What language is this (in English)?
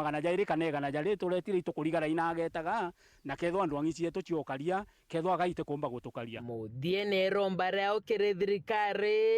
Meru